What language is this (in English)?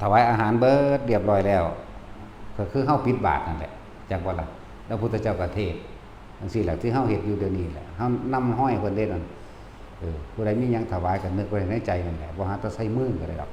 Northeastern Thai